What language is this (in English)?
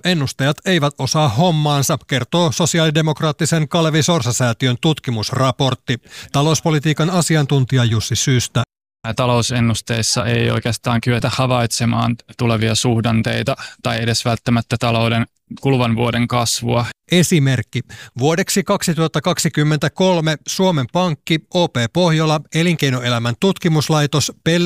Finnish